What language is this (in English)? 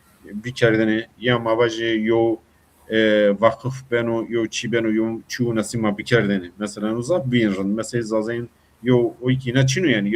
Zaza